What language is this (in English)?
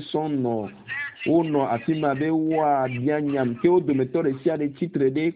Ewe